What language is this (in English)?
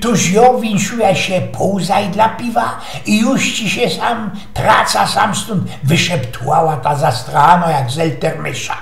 Silesian